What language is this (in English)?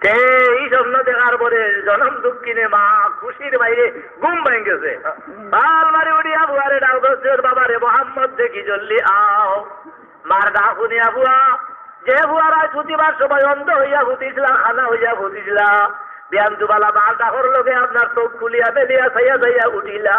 Sylheti